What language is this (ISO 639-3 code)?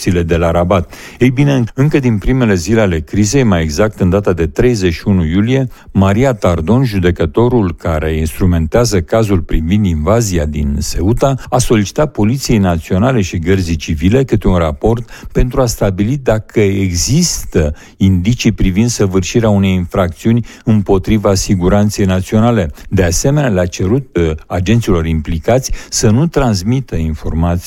ron